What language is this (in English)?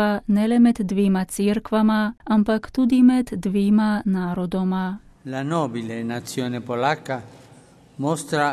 Slovenian